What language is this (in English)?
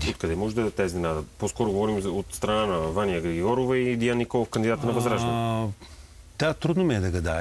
Bulgarian